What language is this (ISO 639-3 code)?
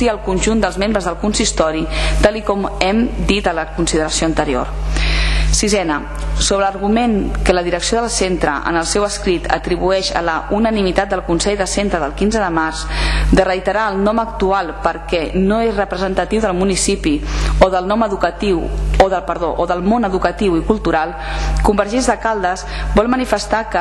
cat